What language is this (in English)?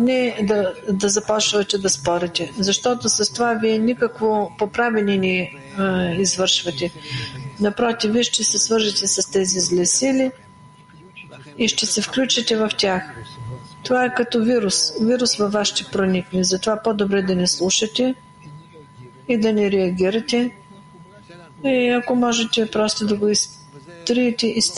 Bulgarian